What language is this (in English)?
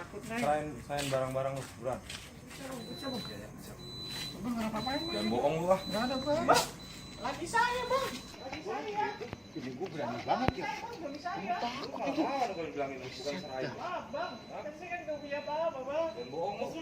Betawi